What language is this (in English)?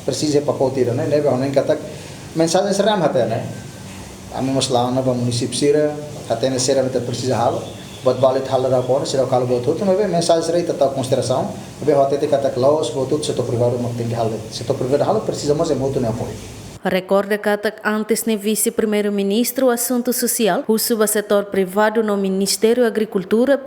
Tetum